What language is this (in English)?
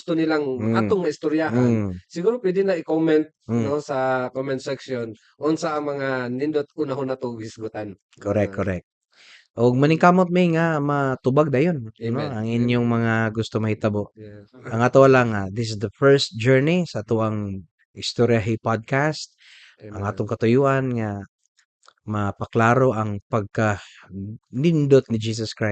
Cebuano